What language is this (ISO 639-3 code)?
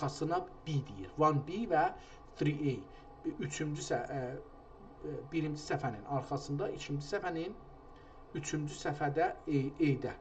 azb